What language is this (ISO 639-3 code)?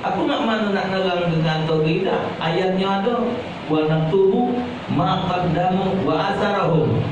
mui